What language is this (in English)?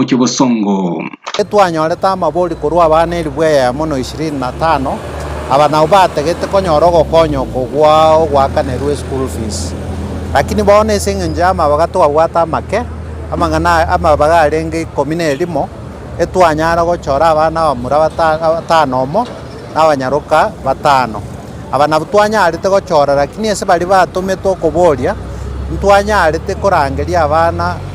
Gusii